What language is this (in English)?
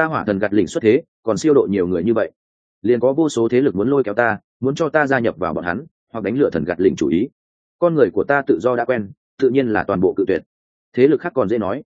Vietnamese